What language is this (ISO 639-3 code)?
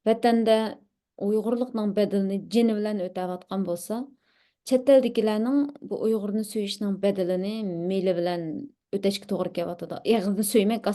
uig